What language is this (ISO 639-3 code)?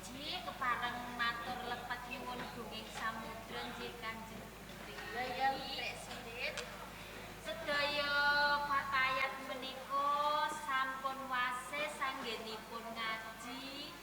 jav